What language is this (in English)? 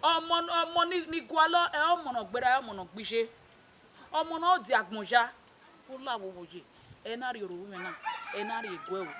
Bini